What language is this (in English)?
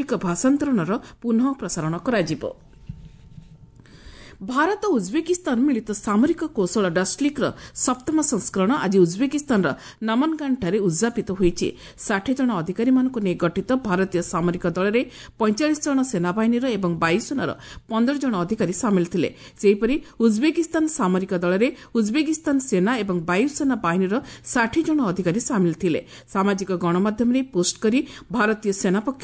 Odia